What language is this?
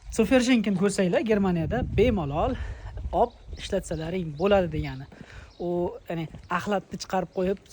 Uzbek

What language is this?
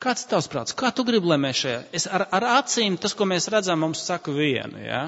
Latvian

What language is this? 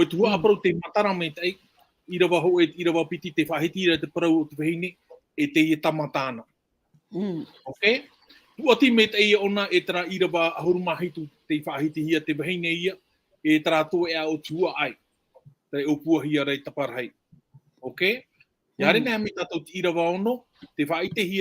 Tahitian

